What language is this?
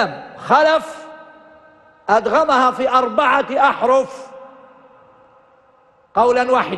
Arabic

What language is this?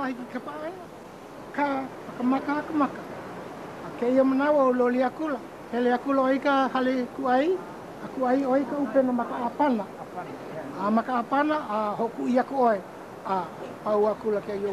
Hawaiian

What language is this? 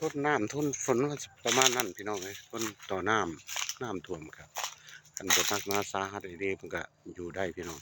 Northeastern Thai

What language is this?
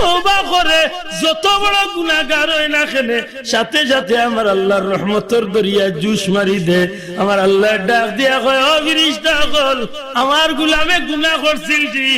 Sylheti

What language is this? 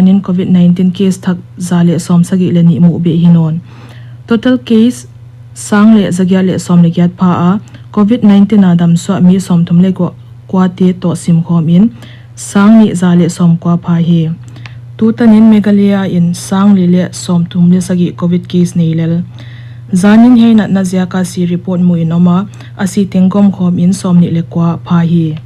Paite Chin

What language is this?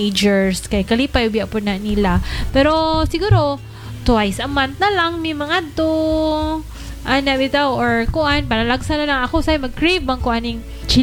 Cebuano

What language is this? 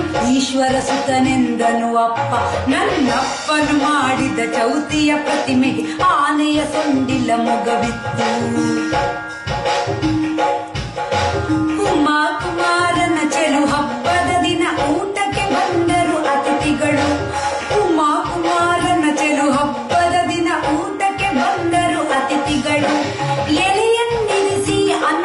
Kannada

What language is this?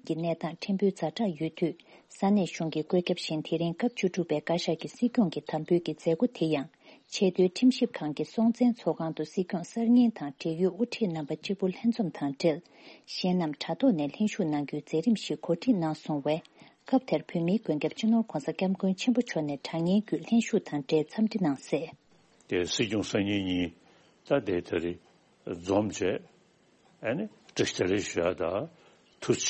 Tibetan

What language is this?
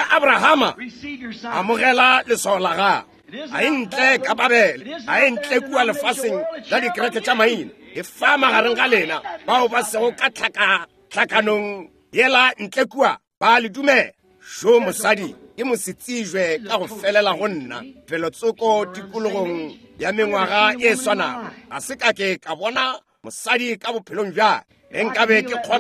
Northern Sotho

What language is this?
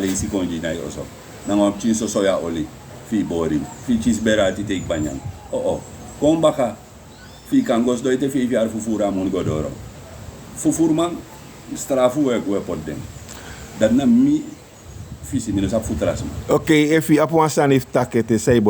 Sranan Tongo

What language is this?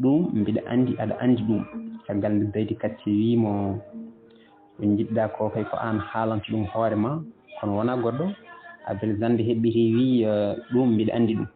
Fula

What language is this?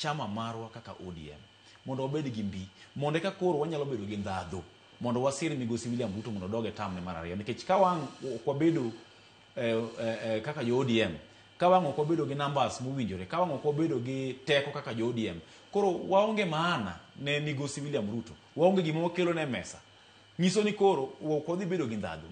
Luo (Kenya and Tanzania)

